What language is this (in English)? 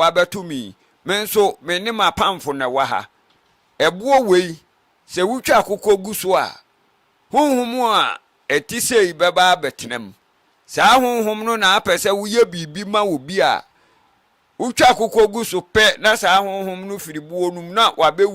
Akan